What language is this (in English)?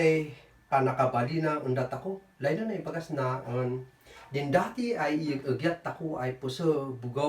Kankanaey